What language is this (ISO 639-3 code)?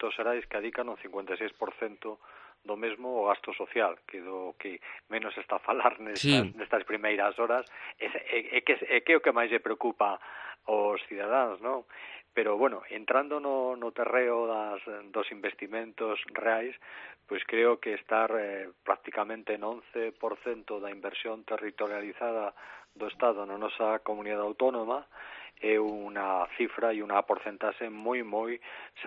glg